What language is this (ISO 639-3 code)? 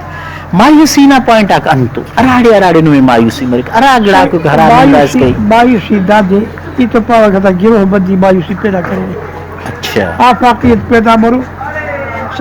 brh